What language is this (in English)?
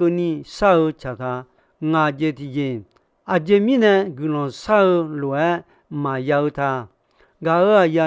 Akha